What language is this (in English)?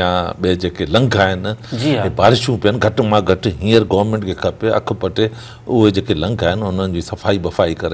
Sindhi